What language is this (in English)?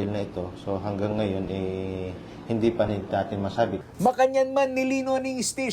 Pampanga